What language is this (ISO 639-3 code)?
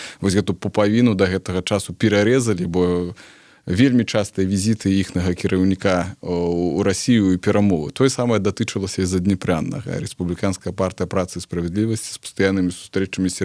bel